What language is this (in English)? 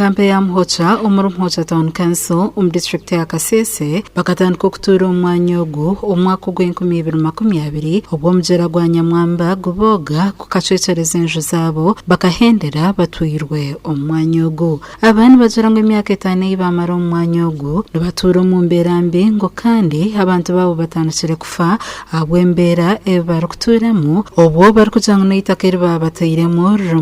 Nyankole